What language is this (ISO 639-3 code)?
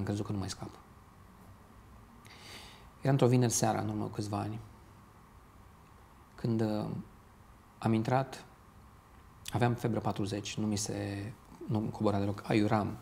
ron